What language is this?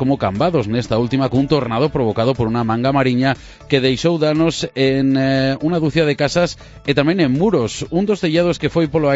Galician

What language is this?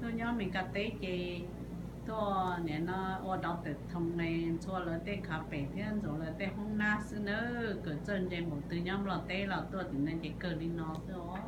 Hmong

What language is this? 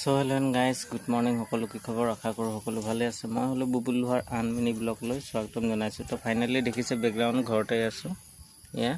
Assamese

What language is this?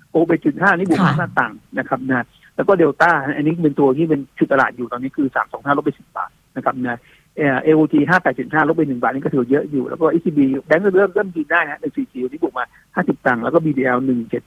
Thai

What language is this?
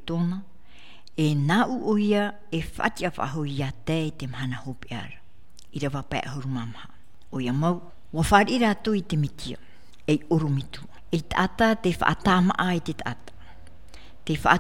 Tahitian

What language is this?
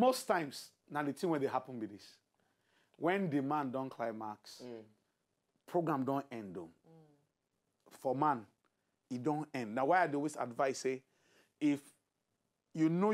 Nigerian Pidgin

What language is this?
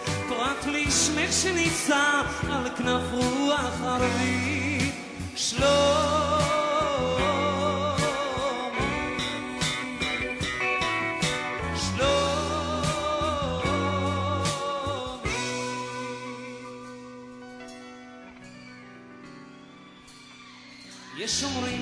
Hebrew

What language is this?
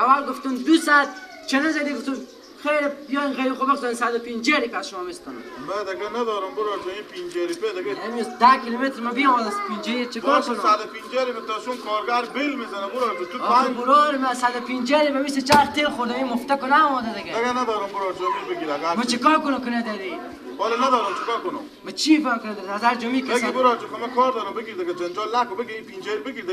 Persian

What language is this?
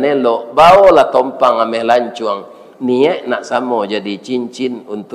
Minangkabau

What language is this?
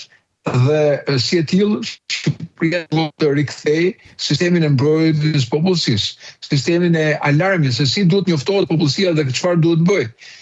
Albanian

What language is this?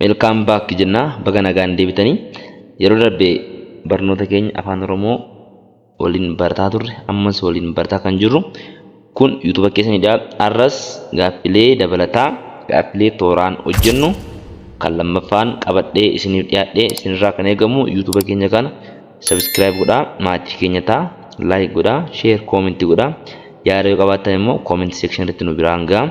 Oromo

